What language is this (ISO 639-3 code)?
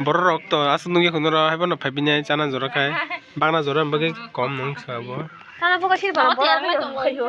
trp